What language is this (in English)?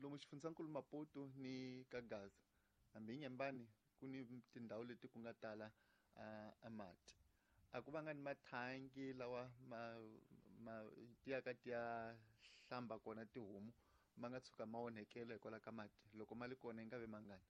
Tsonga